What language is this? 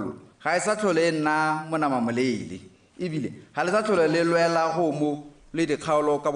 Tswana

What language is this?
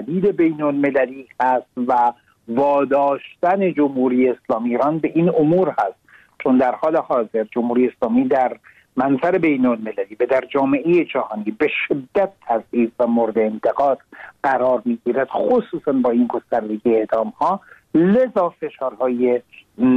Persian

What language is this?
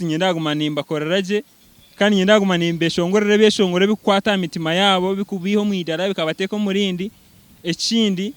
Nyankole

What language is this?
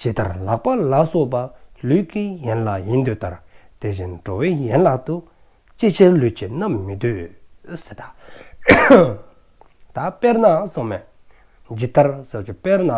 Dzongkha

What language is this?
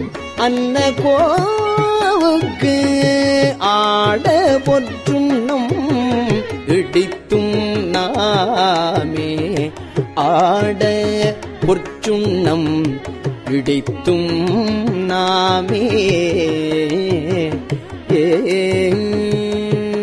Tamil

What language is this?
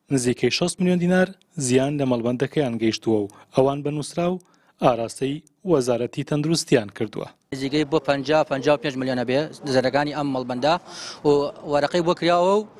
Central Kurdish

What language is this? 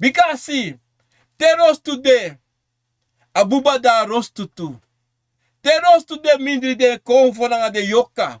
Sranan Tongo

